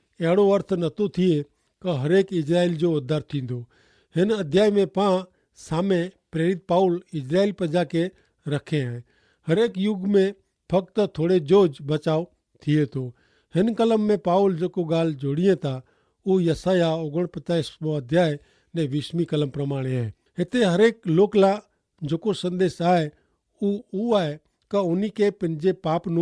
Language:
Kachhi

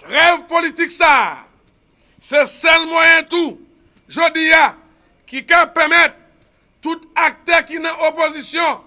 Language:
Haitian Creole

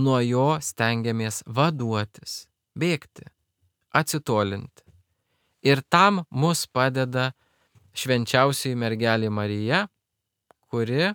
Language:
Lithuanian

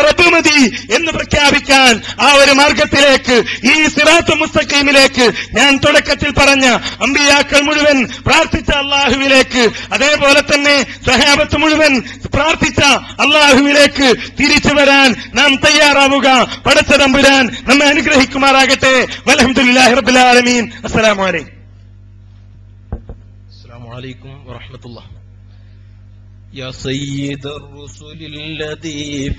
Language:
Malayalam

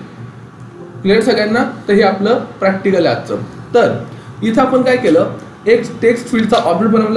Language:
Marathi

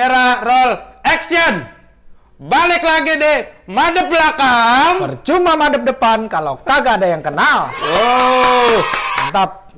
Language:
Betawi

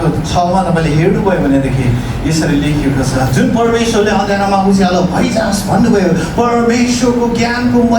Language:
Nepali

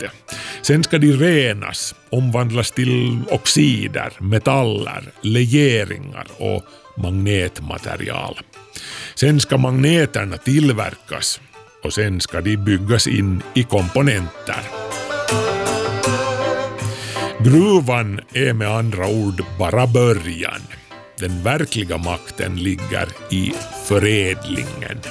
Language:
Swedish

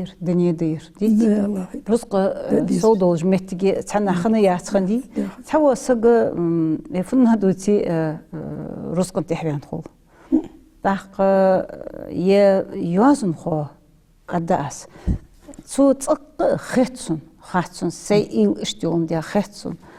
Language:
Ingush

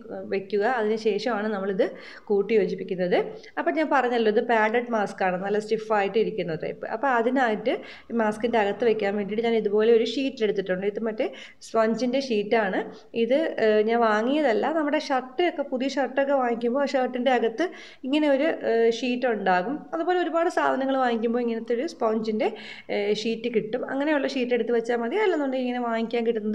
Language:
Malayalam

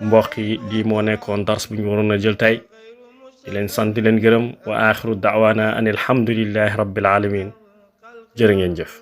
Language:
Wolof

